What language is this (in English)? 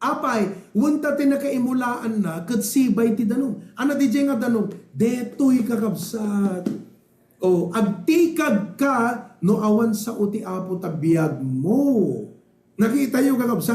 Iloko